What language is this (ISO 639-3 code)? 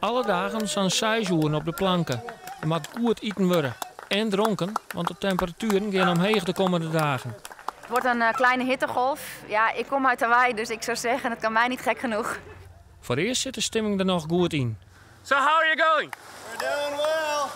fry